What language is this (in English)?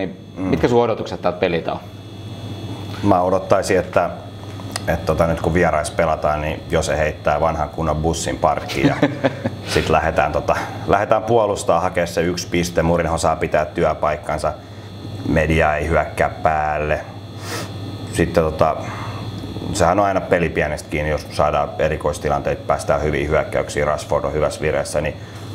Finnish